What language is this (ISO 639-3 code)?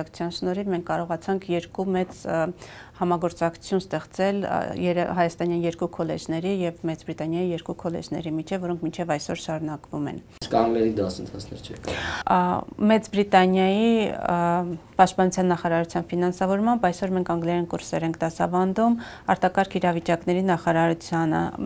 hye